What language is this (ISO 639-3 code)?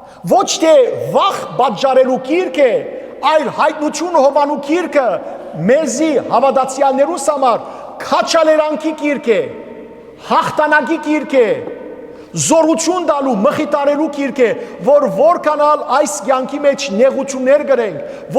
hyw